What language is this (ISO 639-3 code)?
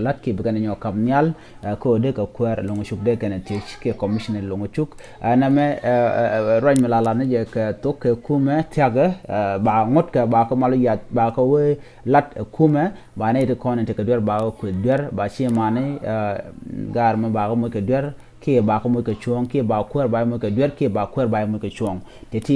nus